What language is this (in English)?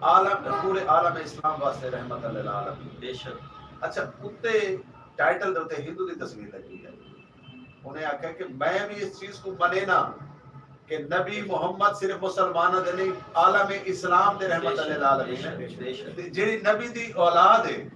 Saraiki